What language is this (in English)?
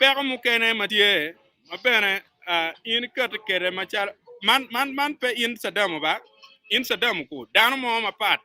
Acoli